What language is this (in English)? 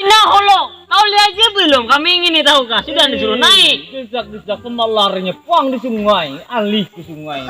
Banjar